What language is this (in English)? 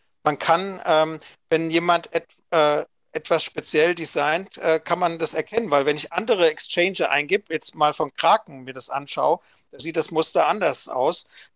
German